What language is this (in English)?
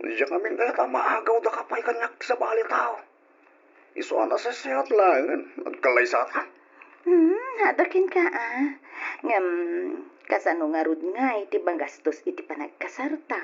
Iloko